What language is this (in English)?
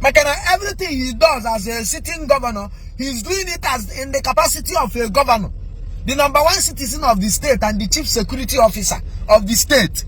Igbo